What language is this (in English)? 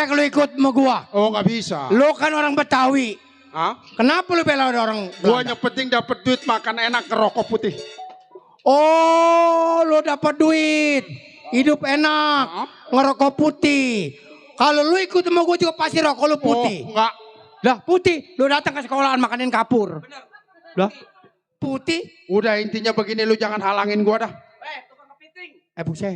Betawi